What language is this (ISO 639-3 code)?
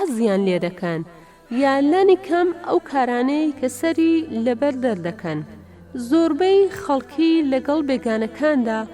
ckb